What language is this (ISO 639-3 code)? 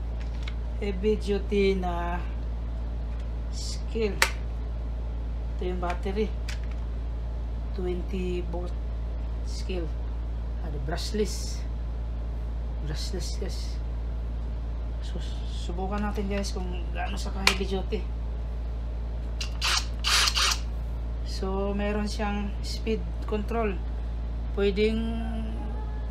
fil